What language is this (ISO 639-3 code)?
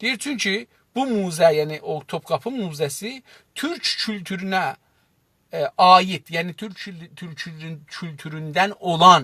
azb